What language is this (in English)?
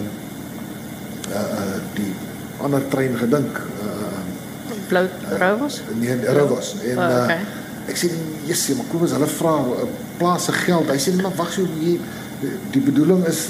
Afrikaans